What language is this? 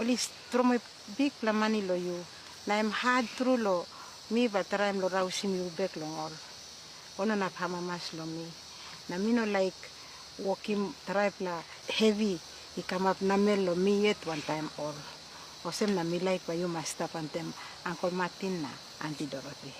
Tok Pisin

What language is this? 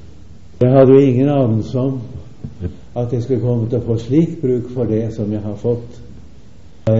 Norwegian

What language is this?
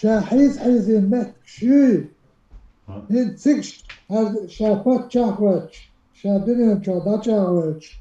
Chechen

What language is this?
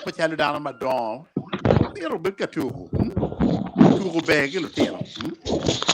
Acoli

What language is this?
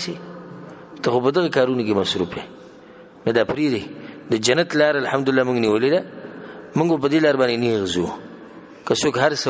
Pashto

